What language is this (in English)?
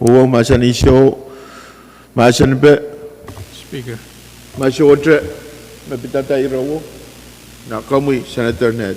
Pohnpeian